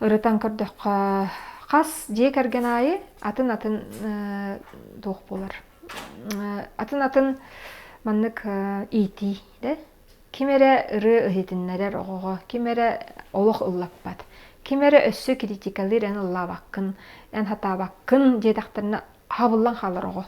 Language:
Yakut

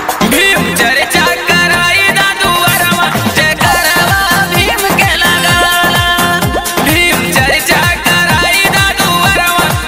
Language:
Bhojpuri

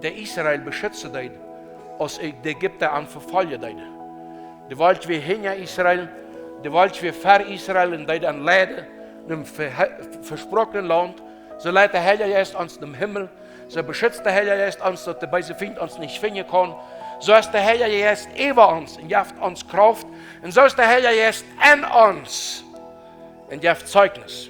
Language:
Plautdietsch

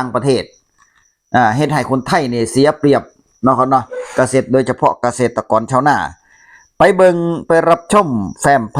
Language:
Northeastern Thai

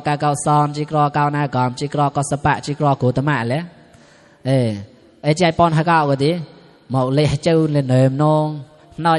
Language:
Mon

